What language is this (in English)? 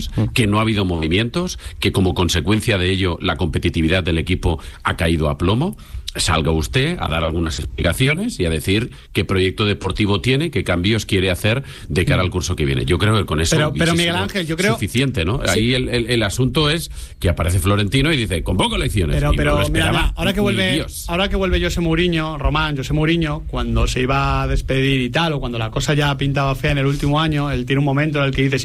Spanish